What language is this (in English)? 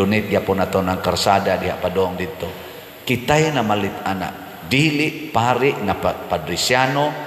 Cebuano